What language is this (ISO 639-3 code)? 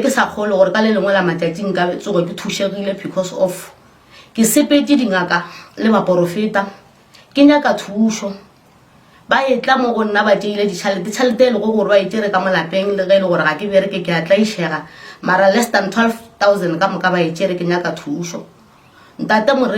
nso